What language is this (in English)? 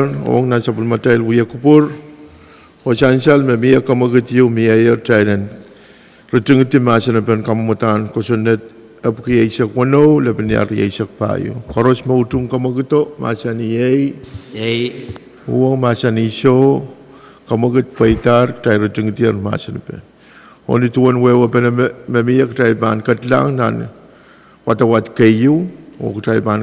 Pohnpeian